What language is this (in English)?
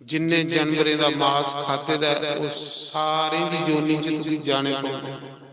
Dogri